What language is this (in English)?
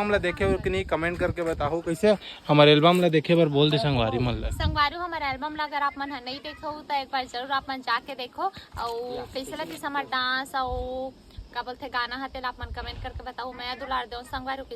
Chhattisgarhi